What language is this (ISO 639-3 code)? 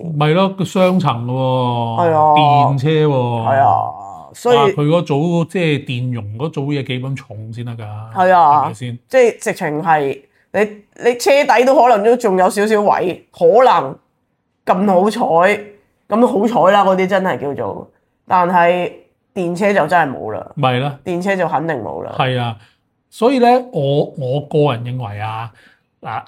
yue